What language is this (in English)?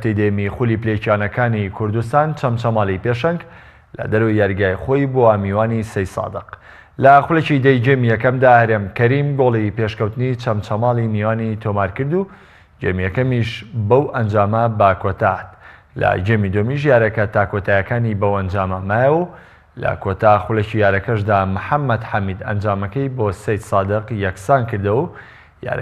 Central Kurdish